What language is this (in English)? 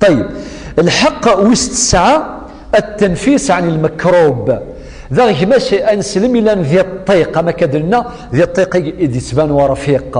Kabyle